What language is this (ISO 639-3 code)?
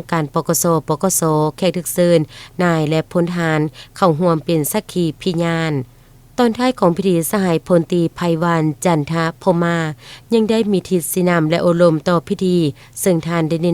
lao